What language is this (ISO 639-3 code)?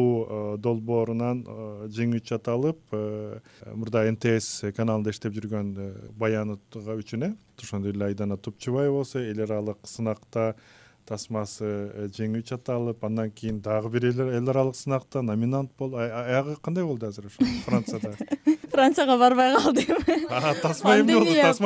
kir